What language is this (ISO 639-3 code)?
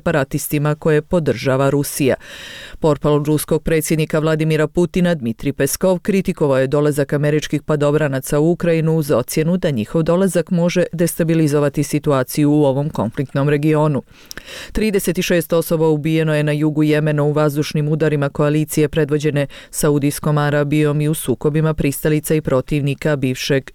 srp